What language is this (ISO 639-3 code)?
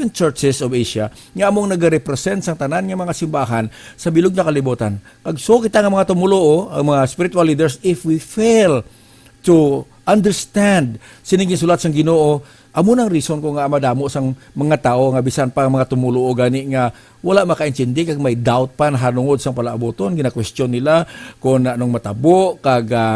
hil